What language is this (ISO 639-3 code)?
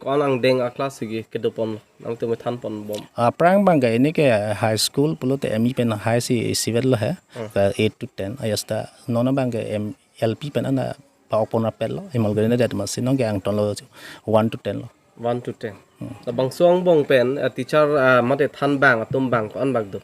mjw